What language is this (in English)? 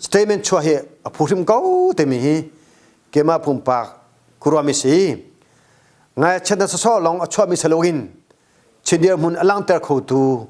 Hakha Chin